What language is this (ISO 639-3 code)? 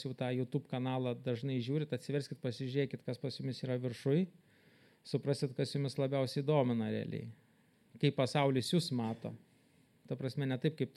lit